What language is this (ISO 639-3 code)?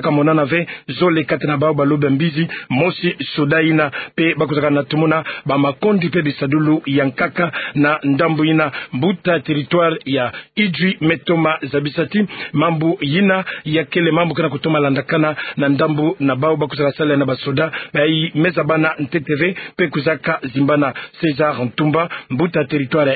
ktu